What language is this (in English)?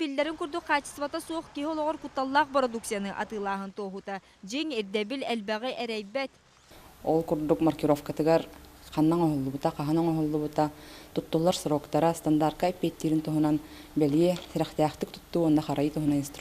Yakut